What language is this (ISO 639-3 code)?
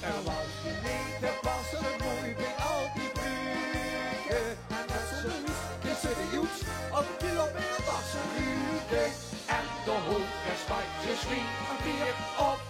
lim